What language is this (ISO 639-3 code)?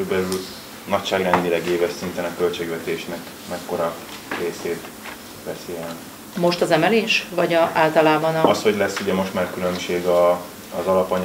hun